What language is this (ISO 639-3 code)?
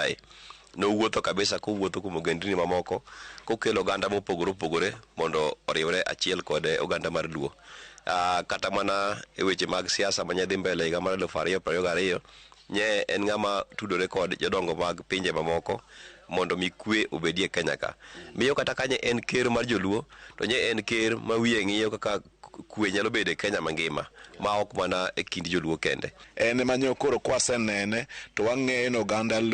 luo